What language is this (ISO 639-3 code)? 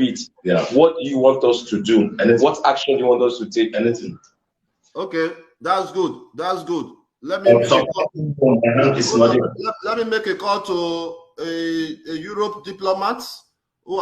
pcm